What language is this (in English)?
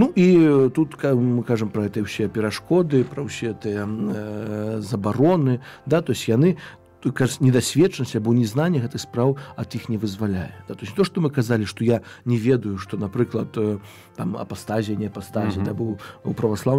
Belarusian